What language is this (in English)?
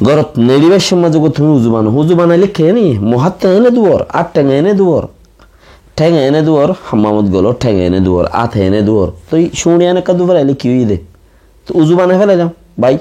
Rohingya